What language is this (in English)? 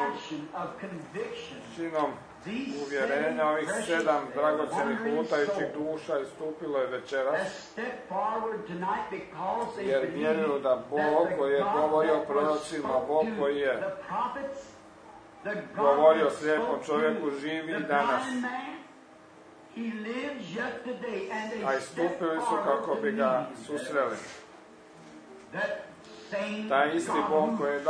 Croatian